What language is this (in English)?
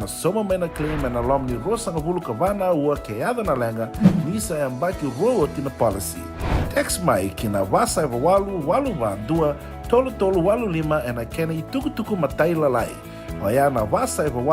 Fijian